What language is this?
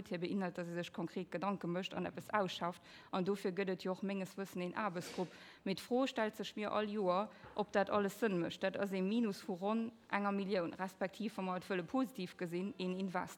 Luxembourgish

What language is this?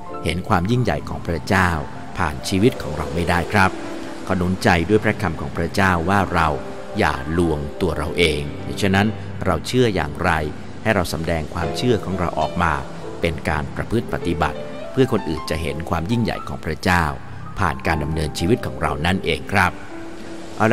Thai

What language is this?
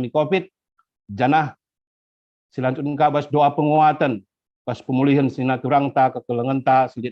Batak Karo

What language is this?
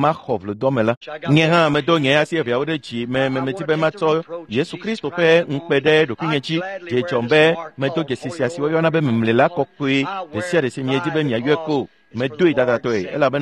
Ewe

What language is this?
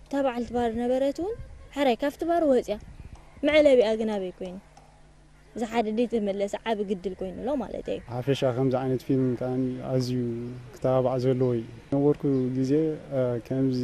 Tigrinya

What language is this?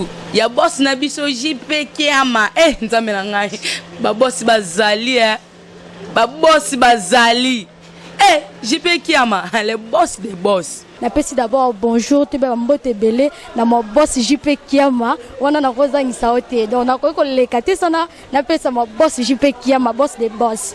Lingala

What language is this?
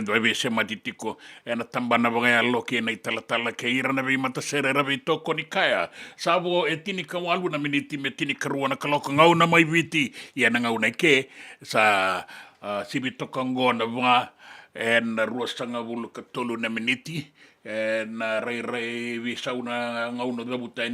Fijian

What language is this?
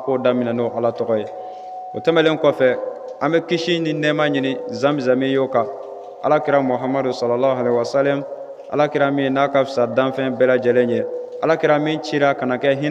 Bambara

